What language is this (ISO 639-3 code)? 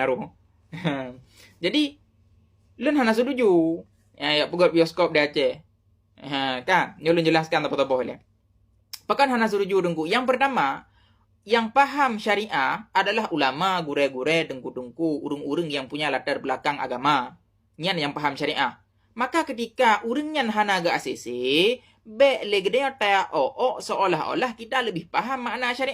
ace